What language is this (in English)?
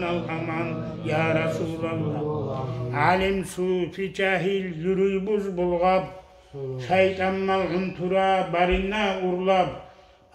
Kumyk